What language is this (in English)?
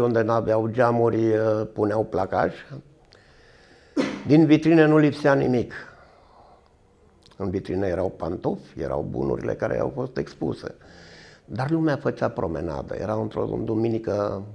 Romanian